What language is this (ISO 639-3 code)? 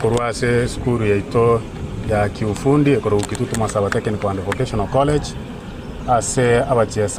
guz